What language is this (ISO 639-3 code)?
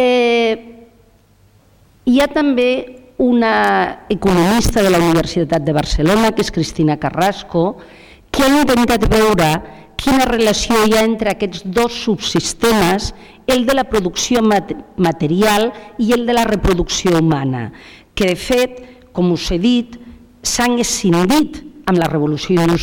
cat